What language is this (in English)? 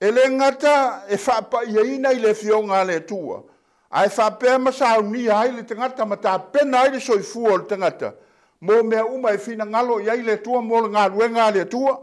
Samoan